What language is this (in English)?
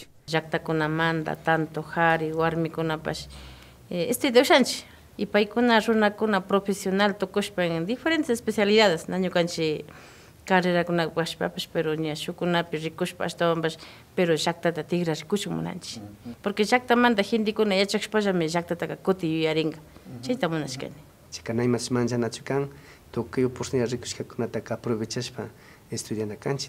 Imbabura Highland Quichua